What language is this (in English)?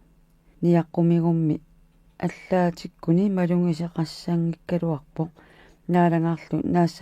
Kalaallisut